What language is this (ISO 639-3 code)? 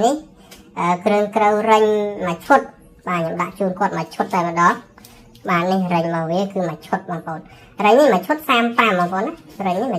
khm